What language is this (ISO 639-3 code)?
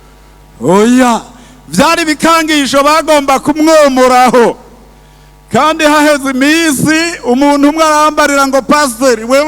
run